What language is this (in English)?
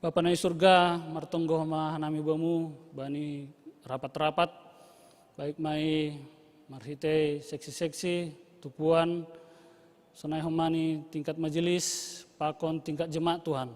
Batak Simalungun